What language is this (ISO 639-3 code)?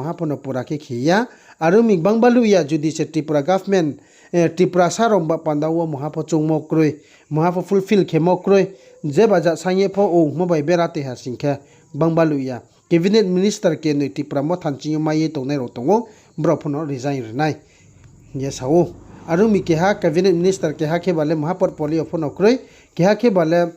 ria